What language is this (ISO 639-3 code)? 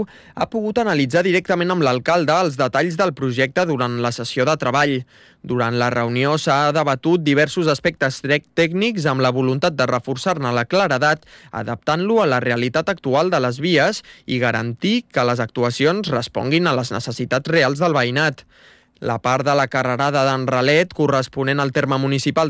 cat